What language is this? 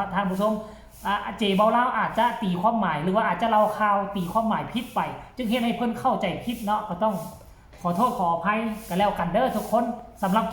Northeastern Thai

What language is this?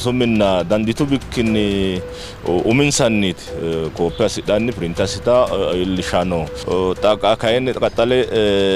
Sidamo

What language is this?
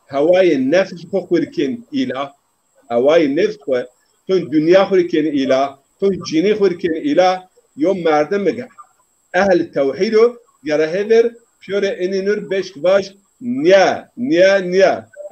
Zaza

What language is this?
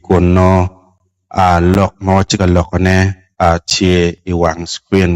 Acoli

